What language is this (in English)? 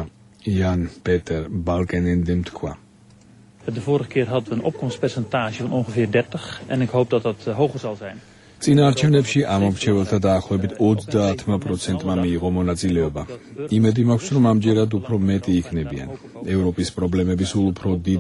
Georgian